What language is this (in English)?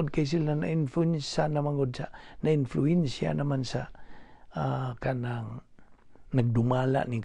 Cebuano